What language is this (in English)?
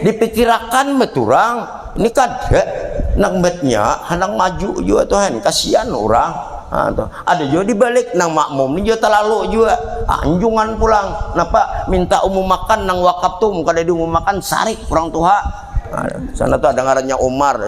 Banjar